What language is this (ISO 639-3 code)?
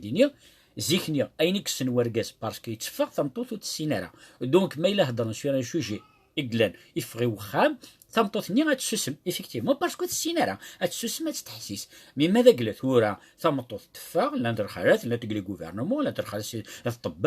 kab